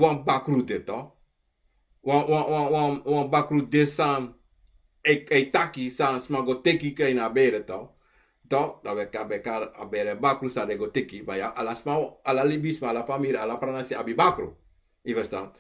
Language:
Sranan Tongo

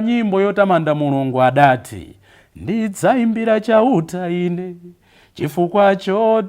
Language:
Nyanja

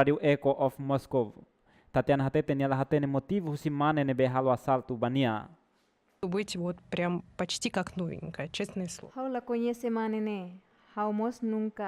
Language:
Tetum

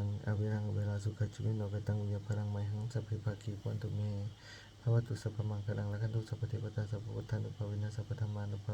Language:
Pali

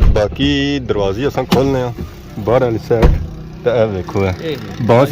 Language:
Pahari-Potwari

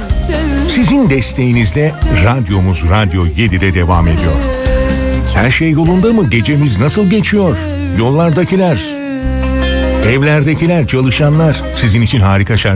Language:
Turkish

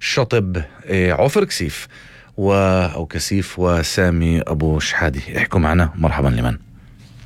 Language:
North Levantine Arabic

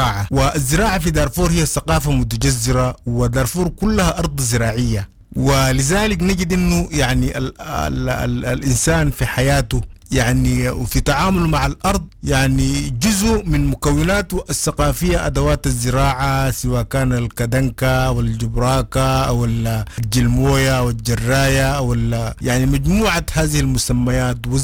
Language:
Sudanese Arabic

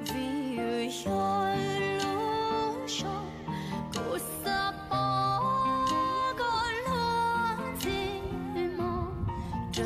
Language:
Hmong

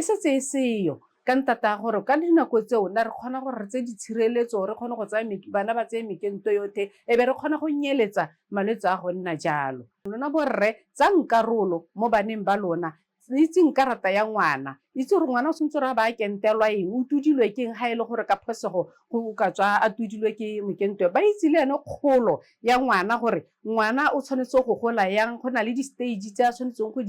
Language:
Tswana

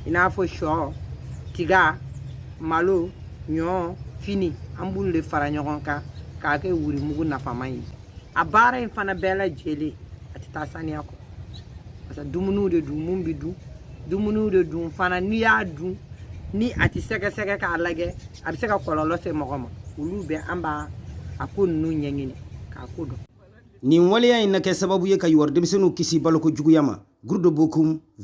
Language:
Bambara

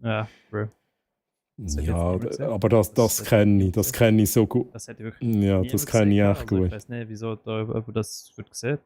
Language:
Swiss German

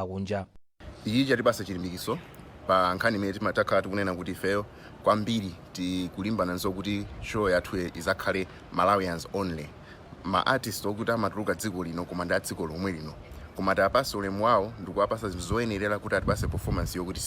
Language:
Nyanja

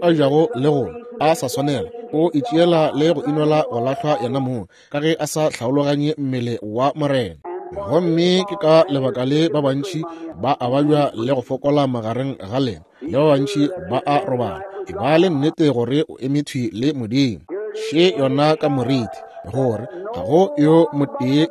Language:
Northern Sotho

